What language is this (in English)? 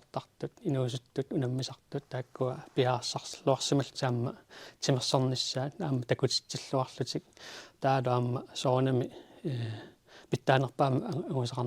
Kalaallisut